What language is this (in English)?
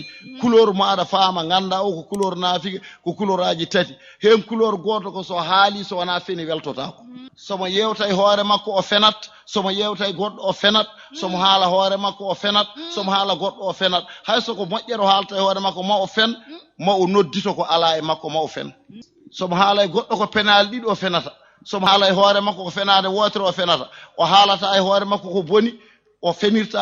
Fula